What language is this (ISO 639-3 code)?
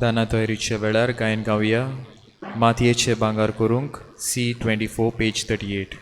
kok